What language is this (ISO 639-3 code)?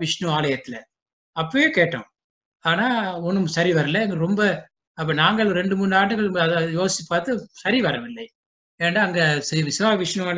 tam